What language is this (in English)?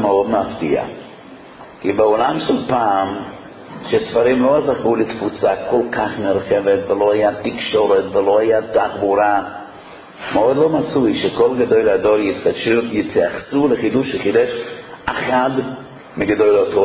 Hebrew